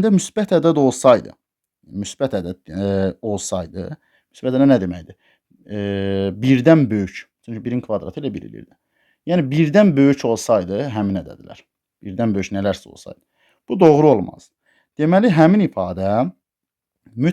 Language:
Azerbaijani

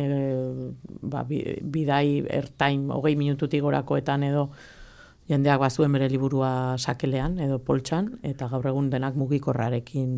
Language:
Basque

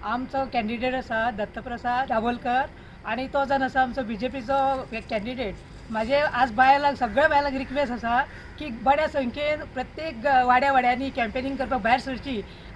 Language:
Konkani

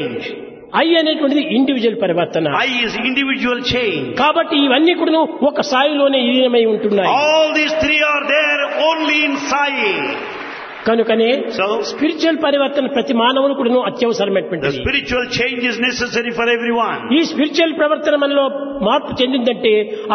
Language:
Telugu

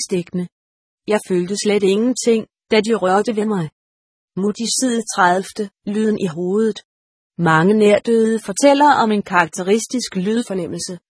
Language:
Danish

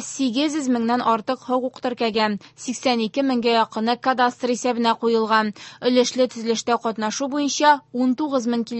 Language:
Tatar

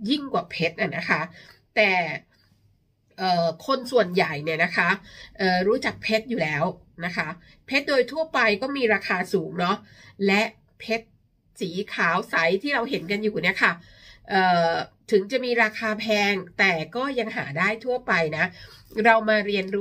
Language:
Thai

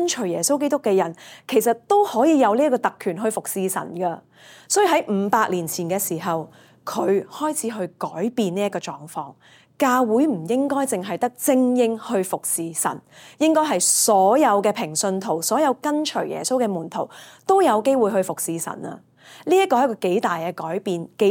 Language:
Cantonese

